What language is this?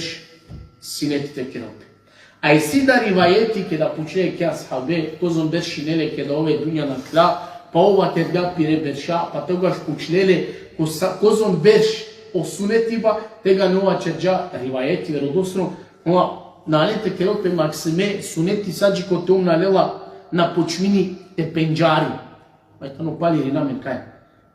Balkan Romani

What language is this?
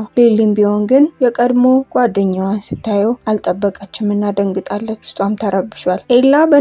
Amharic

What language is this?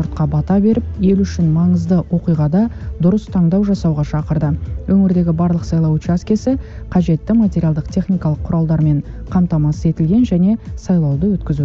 Kazakh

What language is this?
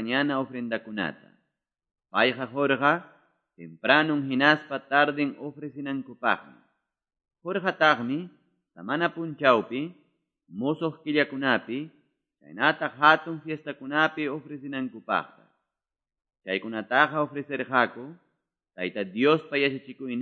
Quechua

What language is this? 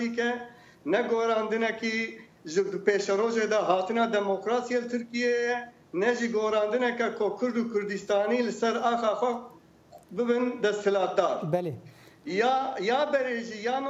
Kurdish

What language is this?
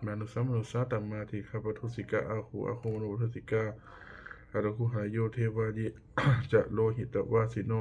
Pali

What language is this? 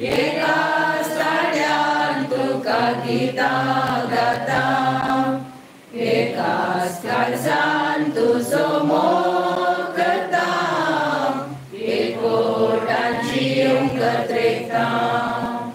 Konkani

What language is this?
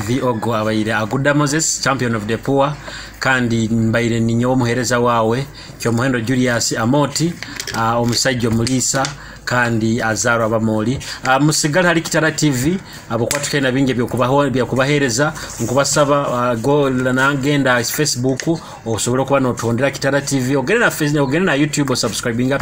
Nyoro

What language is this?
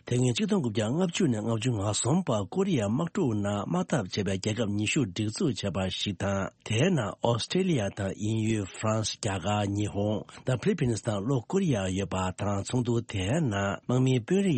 Tibetan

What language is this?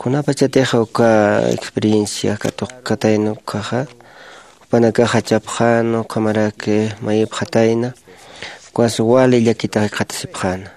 Aymara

